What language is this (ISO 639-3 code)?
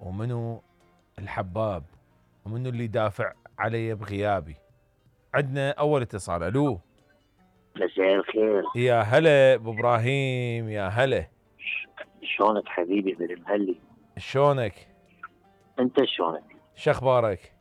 acm